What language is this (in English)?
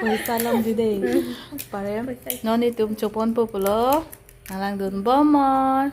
Karbi